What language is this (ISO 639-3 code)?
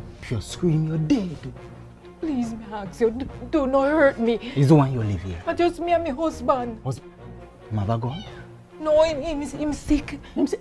jam